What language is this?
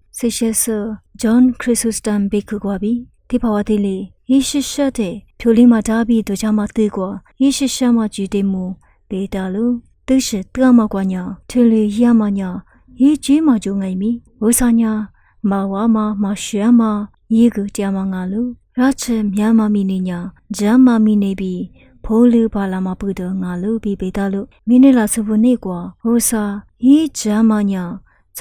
Lisu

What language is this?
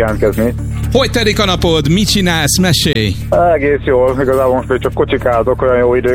Hungarian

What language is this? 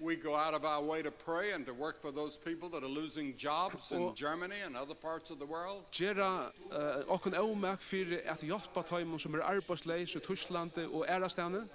Faroese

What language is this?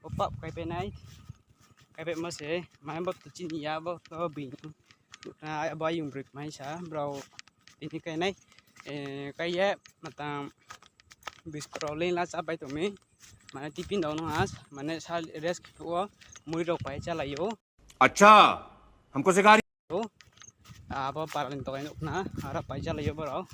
Riang (India)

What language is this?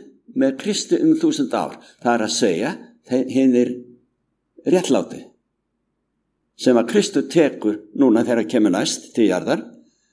Icelandic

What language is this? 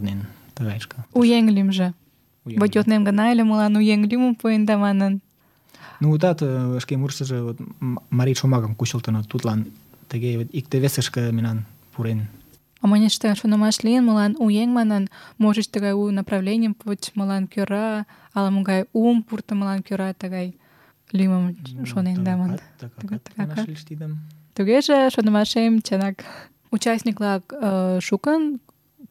Mari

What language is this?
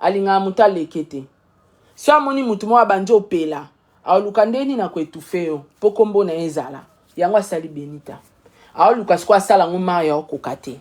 Lingala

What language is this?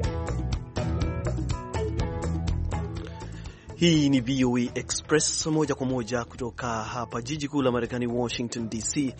Swahili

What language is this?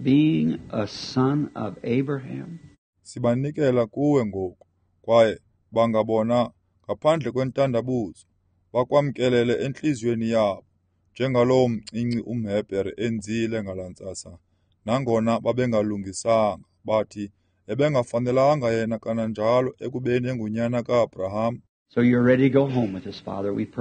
Xhosa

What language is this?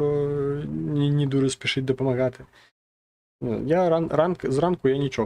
Belarusian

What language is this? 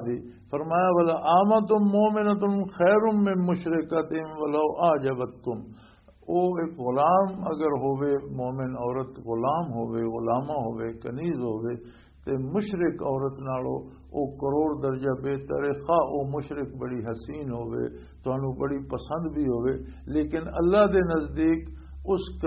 Western Panjabi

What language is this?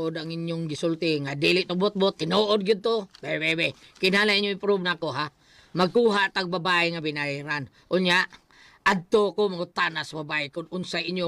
Cebuano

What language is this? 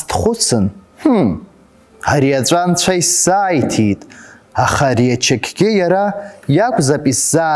Abkhazian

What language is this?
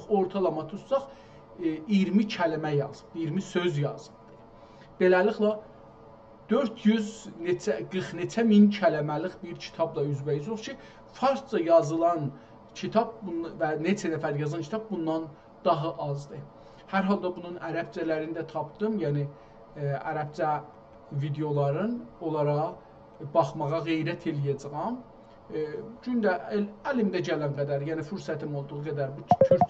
South Azerbaijani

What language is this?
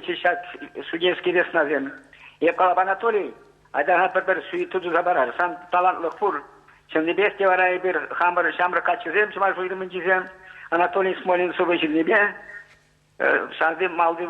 Chuvash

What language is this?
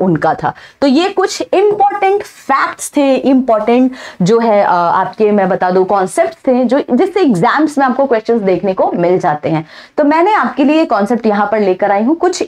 Hindi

